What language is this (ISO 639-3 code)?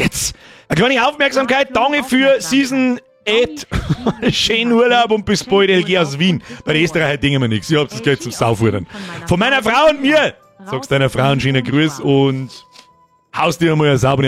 bar